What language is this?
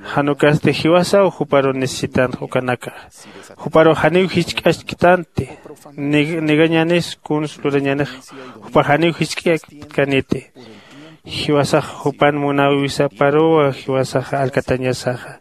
Aymara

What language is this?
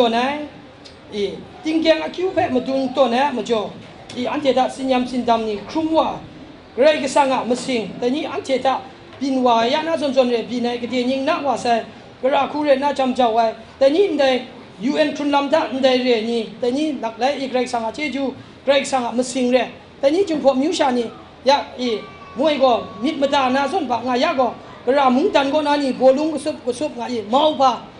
Kachin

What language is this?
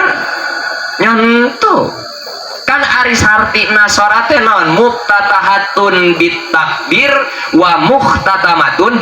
Sundanese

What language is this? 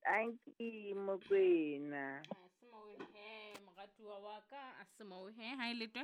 Southern Sotho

